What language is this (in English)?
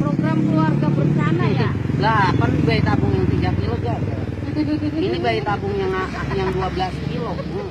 Betawi